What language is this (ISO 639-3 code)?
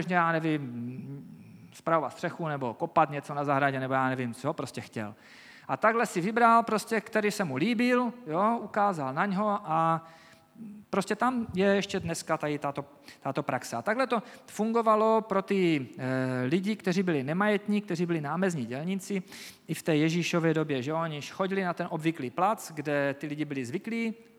ces